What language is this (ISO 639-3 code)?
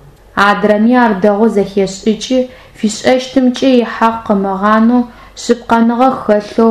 ady